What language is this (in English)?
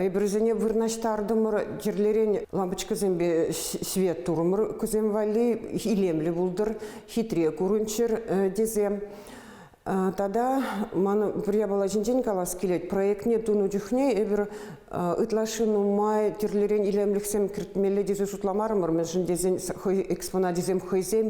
Chuvash